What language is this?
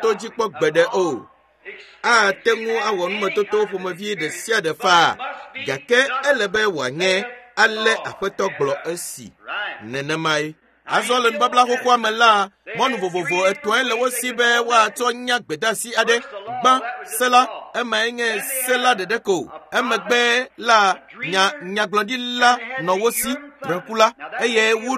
Ewe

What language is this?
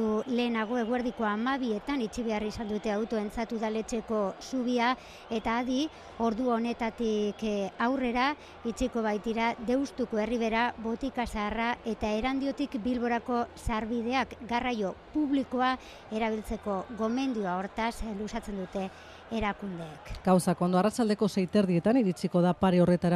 Basque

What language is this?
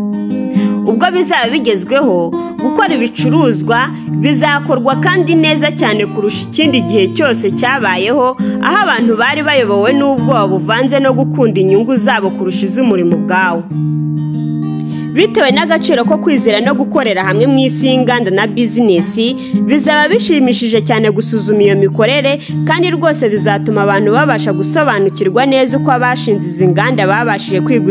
Kinyarwanda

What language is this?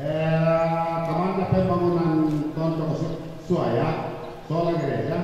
Toraja-Sa'dan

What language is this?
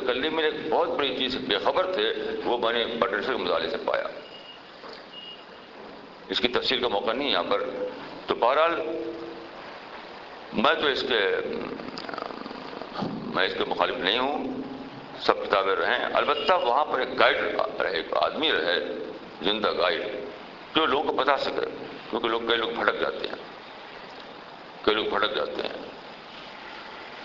Urdu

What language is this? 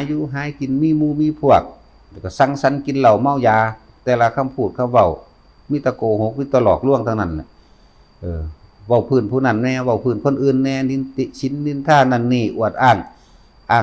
Northeastern Thai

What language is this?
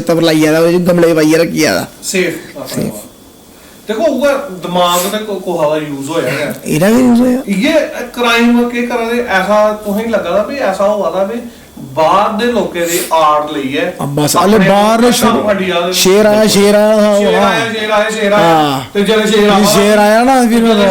Dogri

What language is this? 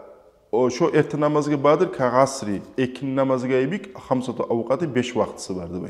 Kumyk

